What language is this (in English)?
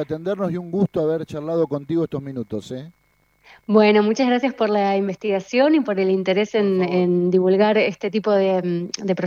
Spanish